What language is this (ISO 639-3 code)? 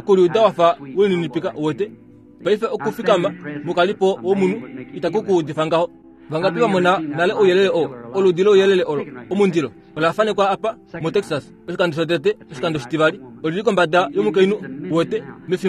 kua